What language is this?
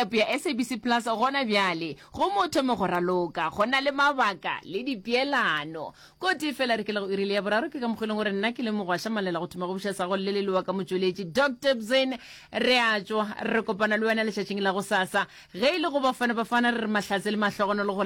Northern Sotho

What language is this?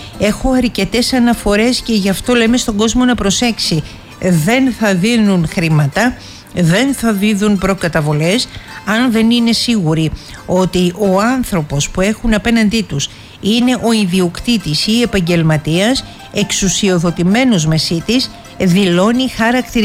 Greek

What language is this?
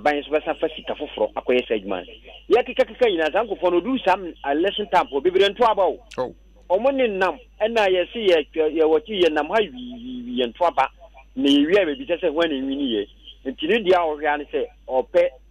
Akan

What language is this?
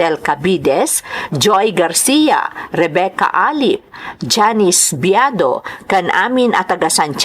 Iloko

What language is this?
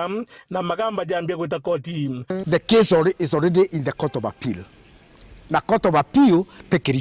Meru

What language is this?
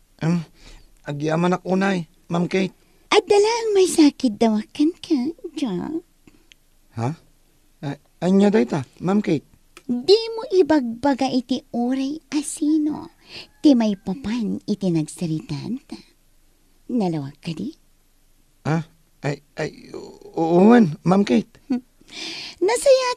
Iloko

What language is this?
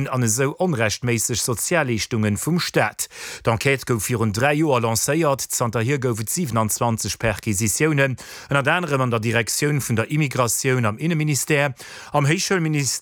Luxembourgish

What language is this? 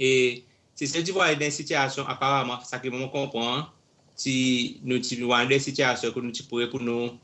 Seselwa Creole French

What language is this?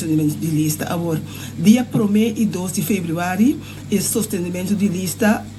Papiamento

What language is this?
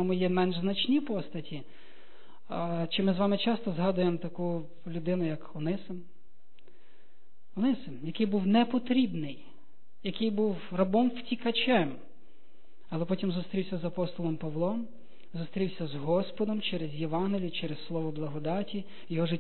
Ukrainian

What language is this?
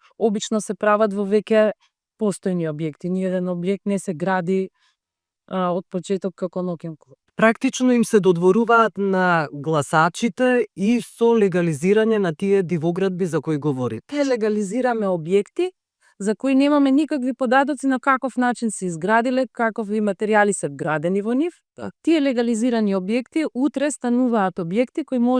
Macedonian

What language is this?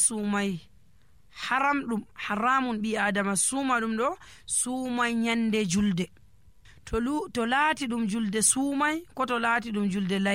Nigerian Fulfulde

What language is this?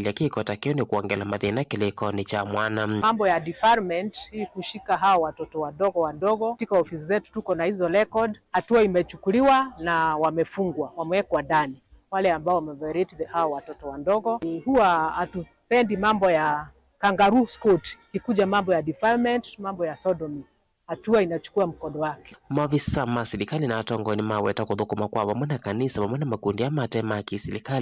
Kamba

